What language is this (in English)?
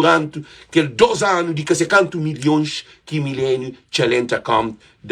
Kabuverdianu